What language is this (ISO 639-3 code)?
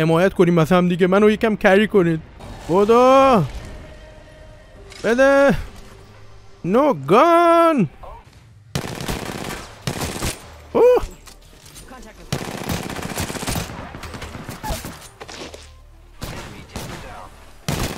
fas